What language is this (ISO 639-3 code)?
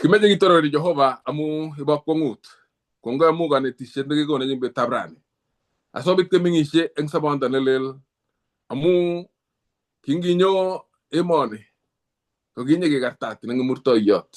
kln